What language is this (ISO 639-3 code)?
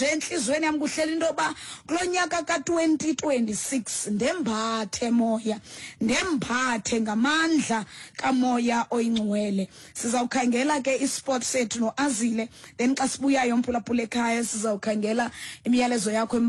xho